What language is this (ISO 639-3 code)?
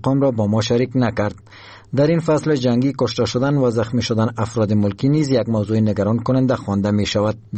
fas